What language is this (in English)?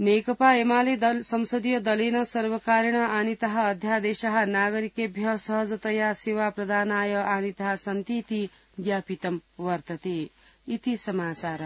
Sanskrit